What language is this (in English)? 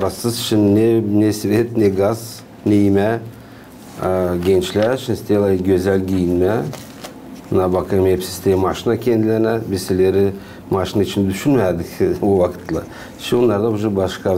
Gagauz